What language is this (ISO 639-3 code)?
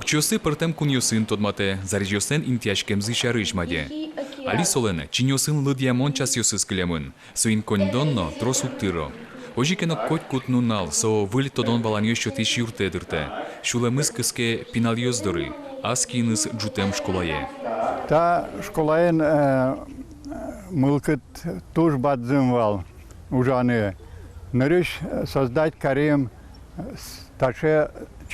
udm